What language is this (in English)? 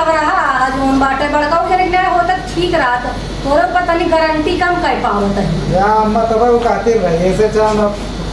Awadhi